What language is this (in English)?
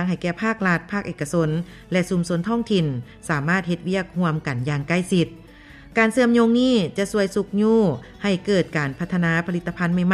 Lao